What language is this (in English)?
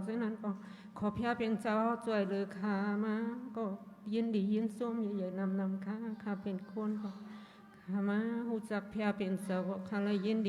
Shan